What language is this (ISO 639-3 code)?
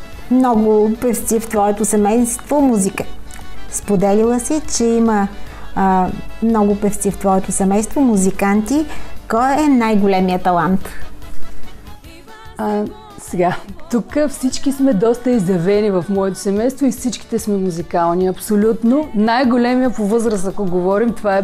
bul